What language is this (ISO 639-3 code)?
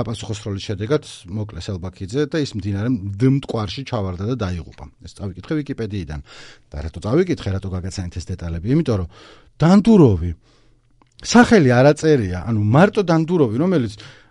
kat